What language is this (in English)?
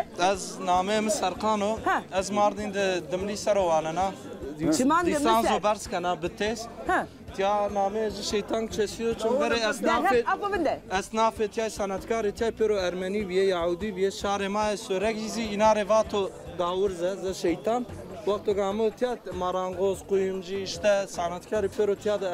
Zaza